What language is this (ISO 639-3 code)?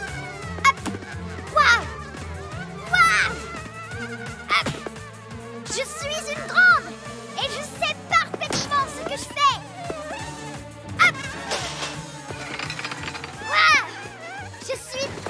fra